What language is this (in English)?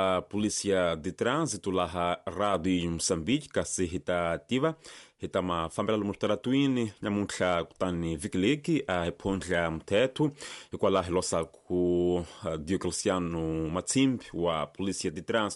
Tsonga